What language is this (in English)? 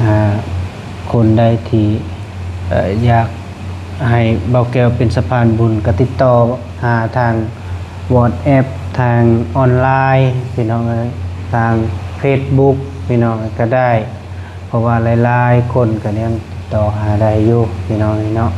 Lao